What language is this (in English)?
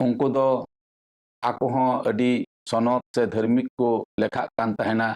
Santali